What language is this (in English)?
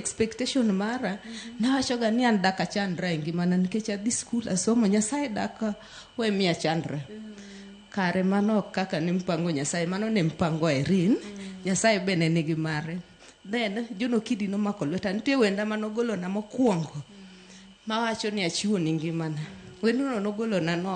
Luo (Kenya and Tanzania)